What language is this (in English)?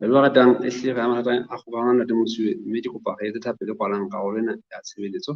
Southern Sotho